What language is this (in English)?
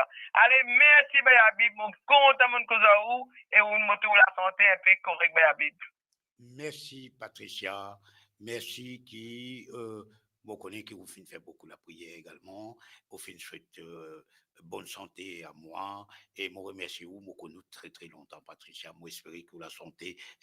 Morisyen